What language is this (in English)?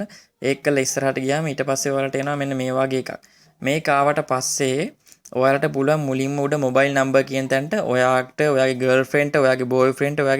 Sinhala